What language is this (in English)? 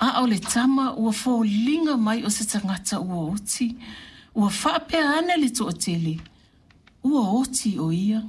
Samoan